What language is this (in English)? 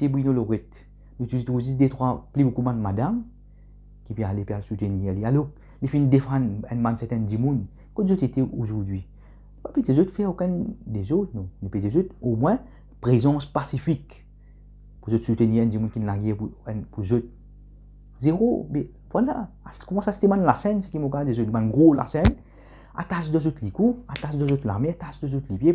Morisyen